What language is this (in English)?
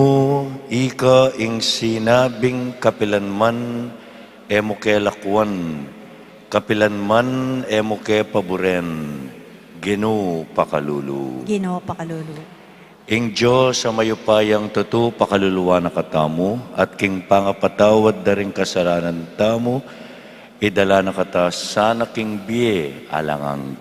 Pampanga